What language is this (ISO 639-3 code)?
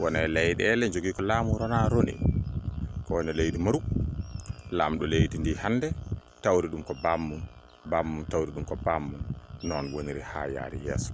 ful